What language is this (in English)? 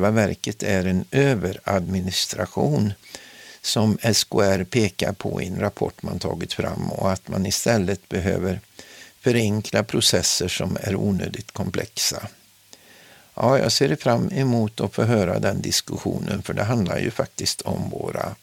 Swedish